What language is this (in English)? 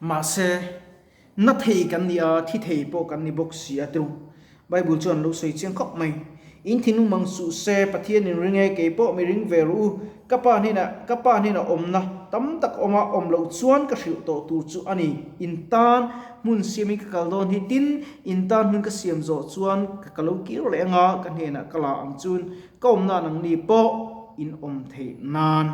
Mizo